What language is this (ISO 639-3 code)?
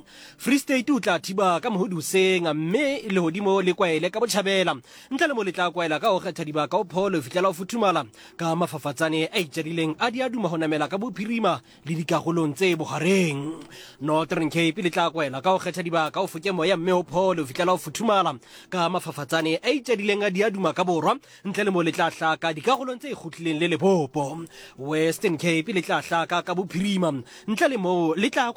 sot